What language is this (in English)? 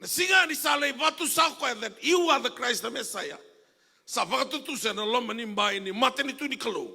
Fijian